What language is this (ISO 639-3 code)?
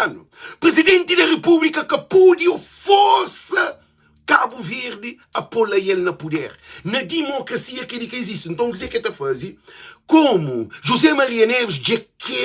kea